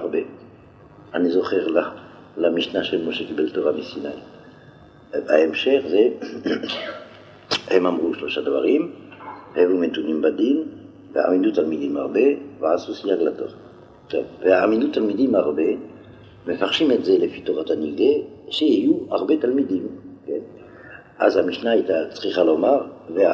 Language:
Hebrew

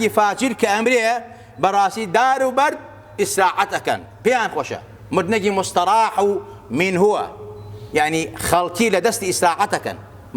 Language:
Central Kurdish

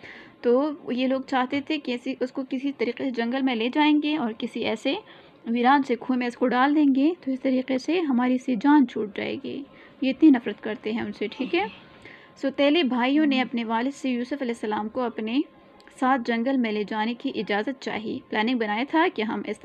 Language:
Urdu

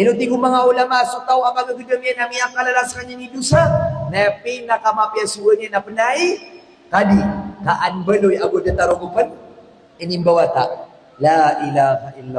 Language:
Maranao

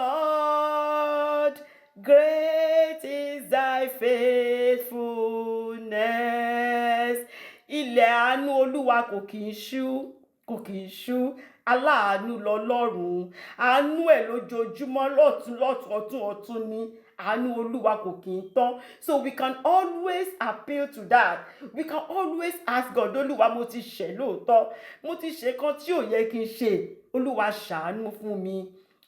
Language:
Yoruba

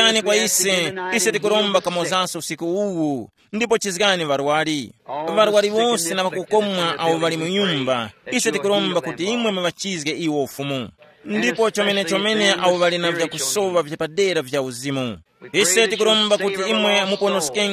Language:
Tumbuka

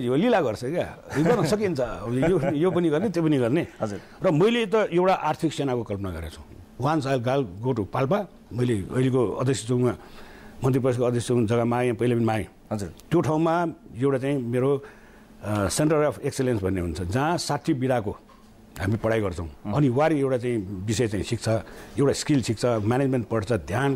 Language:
Nepali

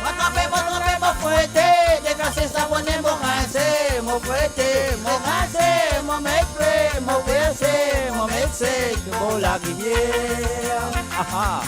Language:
Morisyen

